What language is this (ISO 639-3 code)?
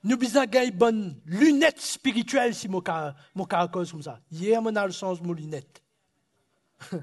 mfe